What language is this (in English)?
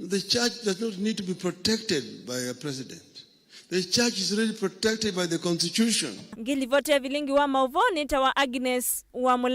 Kamba